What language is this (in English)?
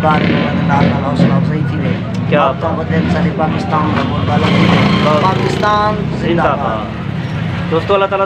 Saraiki